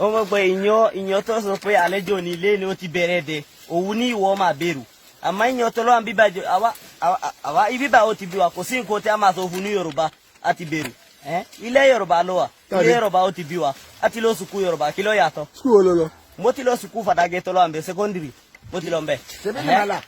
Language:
Yoruba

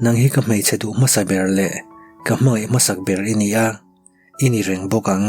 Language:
Mizo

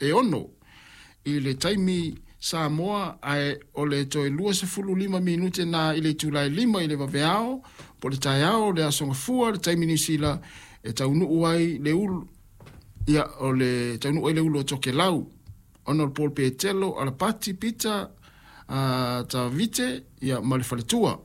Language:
Samoan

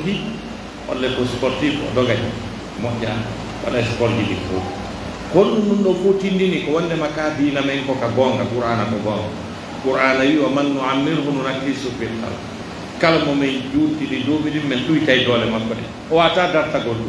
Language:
Pular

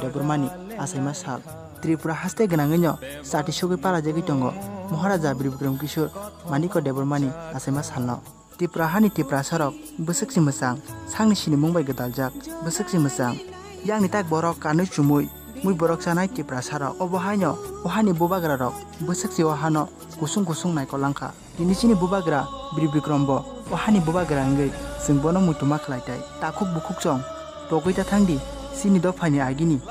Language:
Kok Borok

